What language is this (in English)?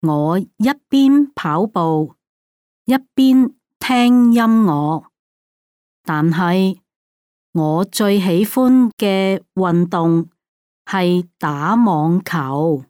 Cantonese